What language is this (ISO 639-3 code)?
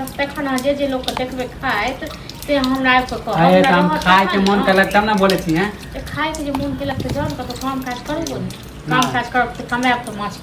mai